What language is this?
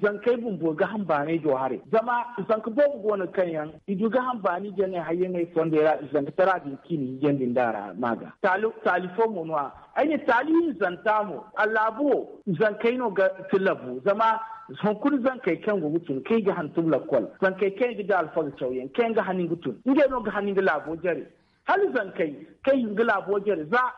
Zarma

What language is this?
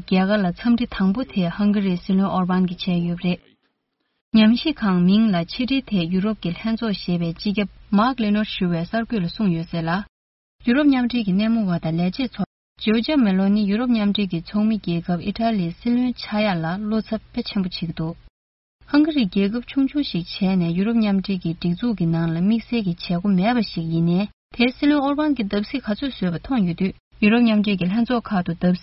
Tibetan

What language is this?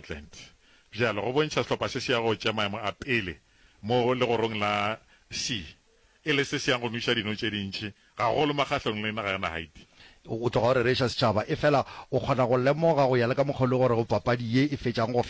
Northern Sotho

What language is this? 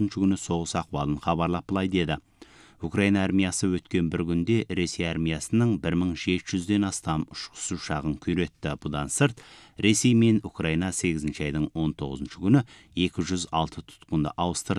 Kazakh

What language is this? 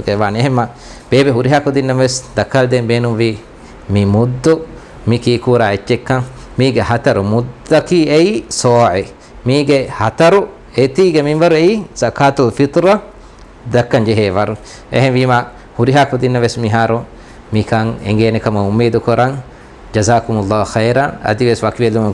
Divehi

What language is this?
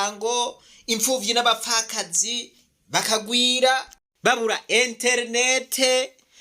Rundi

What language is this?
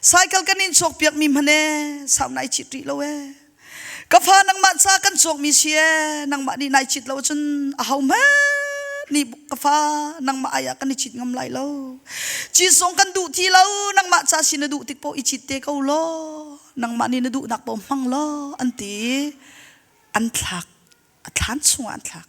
Hakha Chin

